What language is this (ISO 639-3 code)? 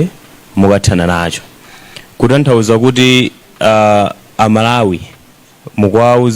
nya